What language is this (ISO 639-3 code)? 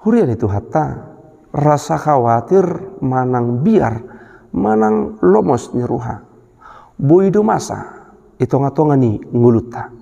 bbc